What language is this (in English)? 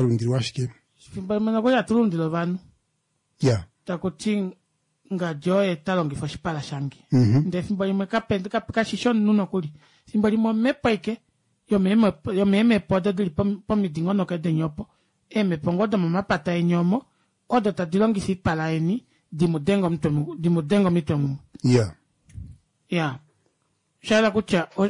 Kuanyama